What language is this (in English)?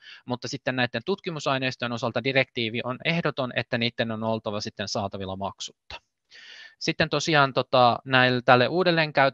Finnish